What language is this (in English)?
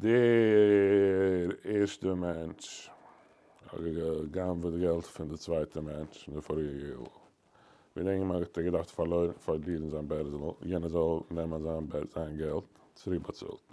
Yiddish